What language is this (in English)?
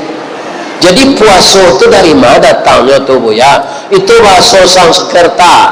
Minangkabau